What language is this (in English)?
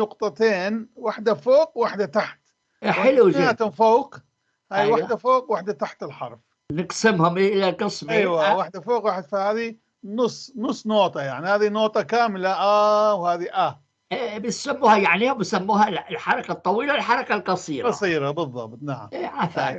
North Levantine Arabic